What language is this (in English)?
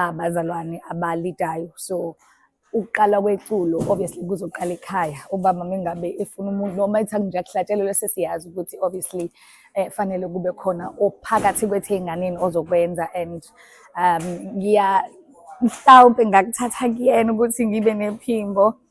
Zulu